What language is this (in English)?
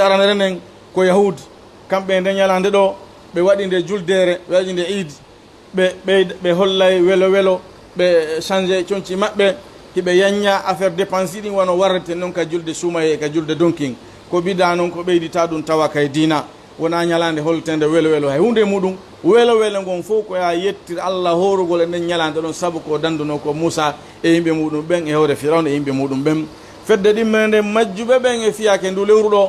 Fula